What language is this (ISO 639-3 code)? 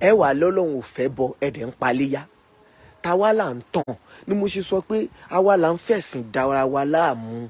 yor